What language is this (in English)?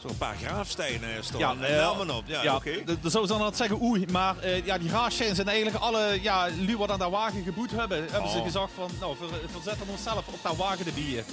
Limburgish